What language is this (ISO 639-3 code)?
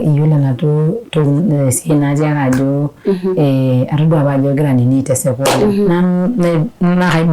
mas